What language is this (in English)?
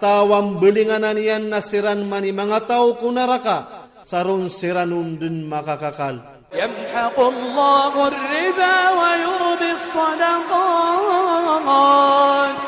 Iranun (Philippines)